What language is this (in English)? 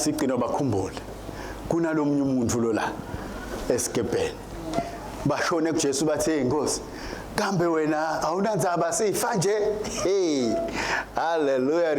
Swati